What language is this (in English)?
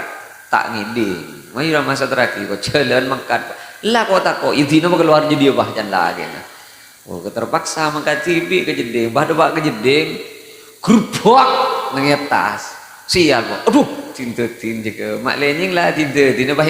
Madurese